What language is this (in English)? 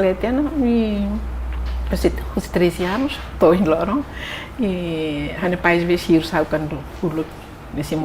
Tetum